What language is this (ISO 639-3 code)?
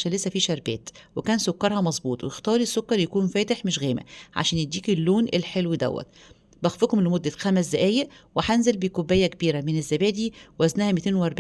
arz